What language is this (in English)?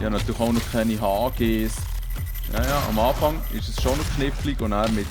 Swiss German